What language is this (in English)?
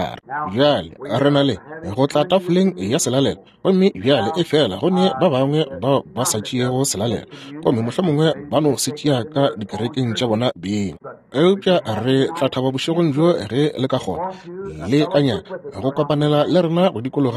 Northern Sotho